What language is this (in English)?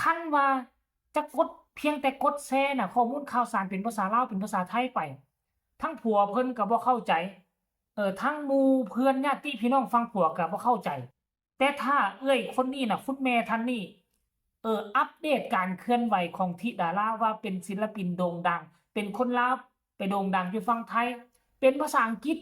Lao